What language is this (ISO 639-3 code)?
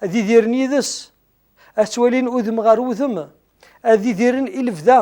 kab